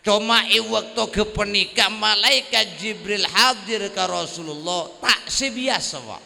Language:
Madurese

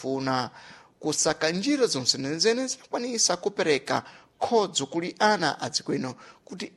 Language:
Sena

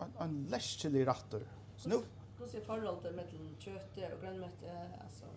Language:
Faroese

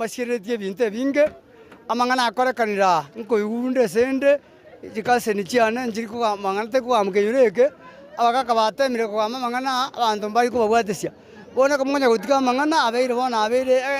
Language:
Gusii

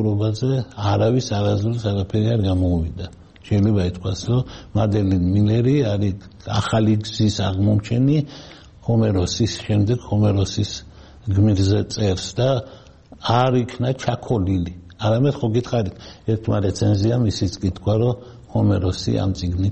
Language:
Georgian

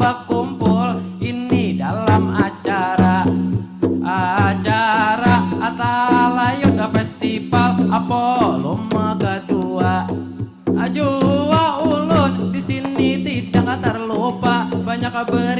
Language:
Banjar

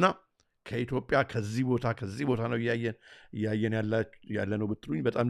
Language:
Amharic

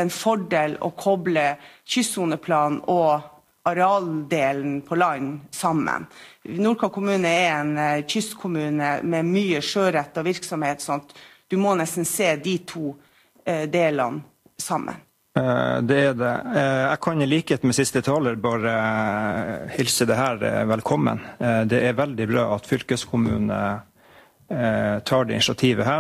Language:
Norwegian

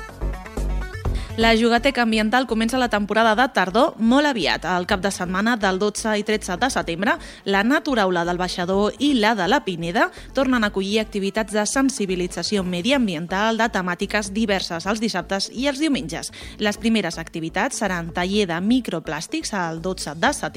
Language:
Catalan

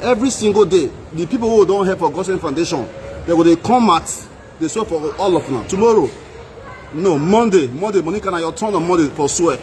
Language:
Nigerian Pidgin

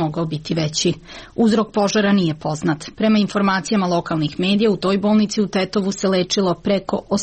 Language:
Serbian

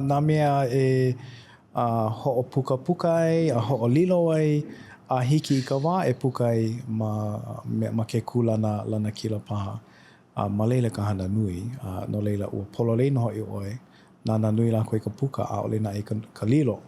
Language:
Hawaiian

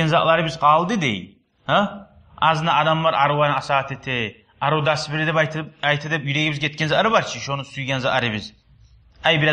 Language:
Kumyk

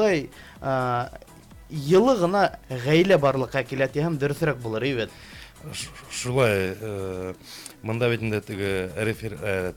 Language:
Bashkir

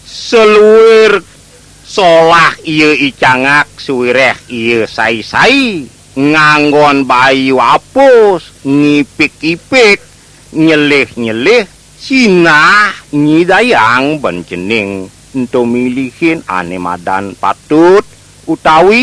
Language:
Balinese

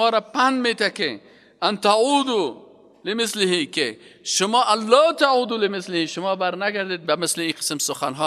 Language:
Persian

